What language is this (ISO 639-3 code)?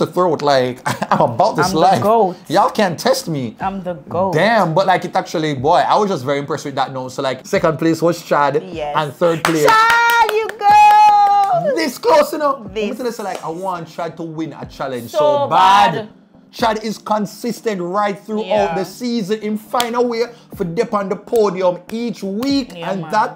jam